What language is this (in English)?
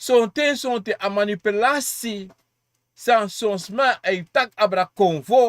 Sranan Tongo